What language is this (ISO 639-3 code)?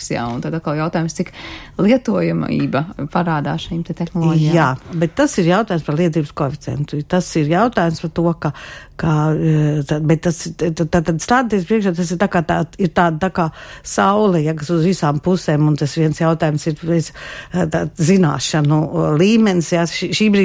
lav